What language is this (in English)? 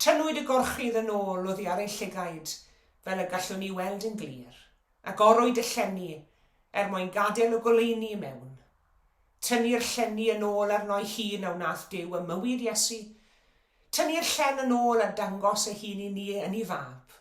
Welsh